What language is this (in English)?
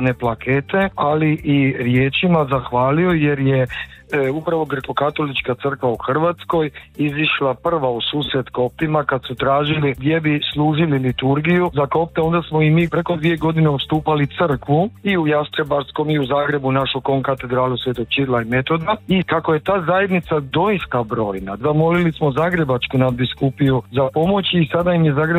Croatian